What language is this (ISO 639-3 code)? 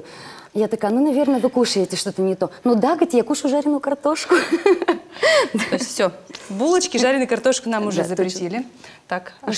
rus